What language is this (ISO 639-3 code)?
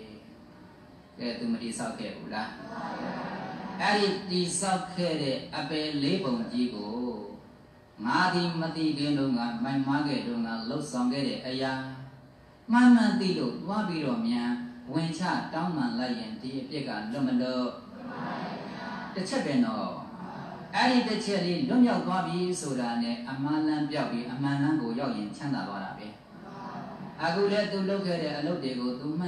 mya